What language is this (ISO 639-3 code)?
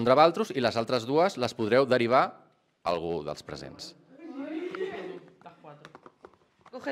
cat